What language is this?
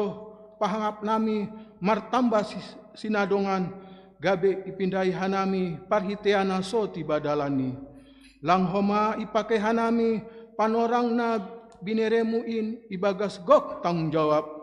Batak Simalungun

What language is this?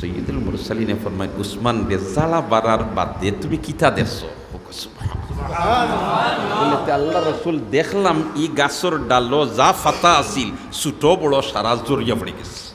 Sylheti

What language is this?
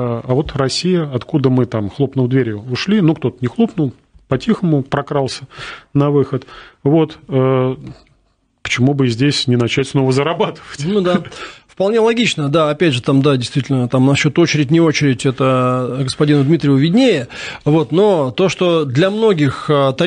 Russian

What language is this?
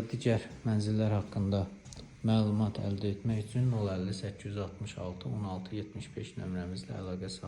Azerbaijani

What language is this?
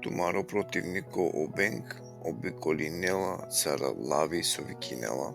Balkan Romani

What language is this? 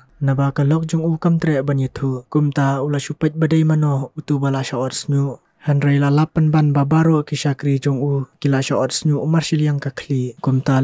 Khasi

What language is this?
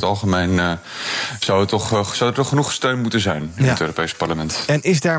Dutch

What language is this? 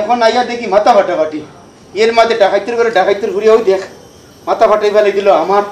Sylheti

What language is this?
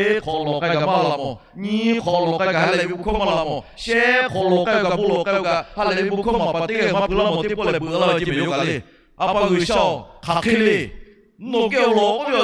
Lahu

